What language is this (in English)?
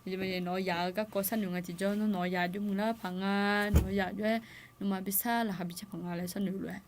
Akha